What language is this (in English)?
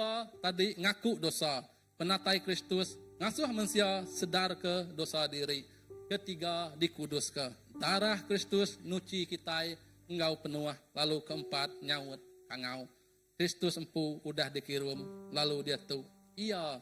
Iban